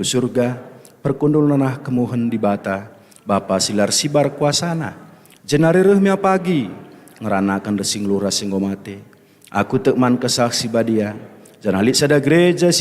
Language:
Batak Karo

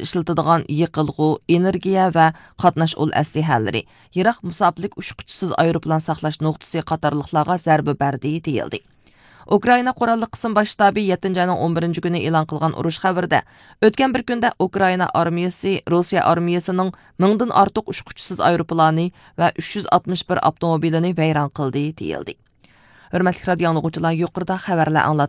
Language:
Uyghur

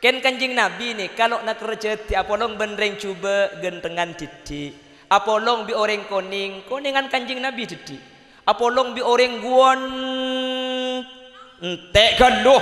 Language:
Madurese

